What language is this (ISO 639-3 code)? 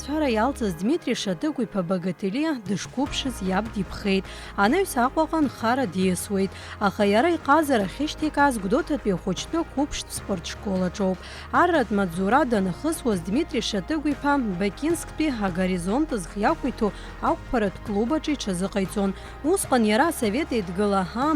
abk